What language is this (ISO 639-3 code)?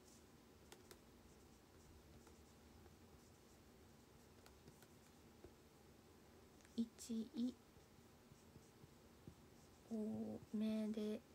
jpn